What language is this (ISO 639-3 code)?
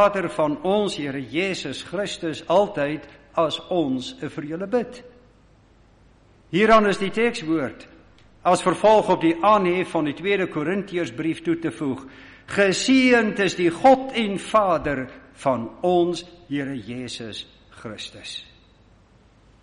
afr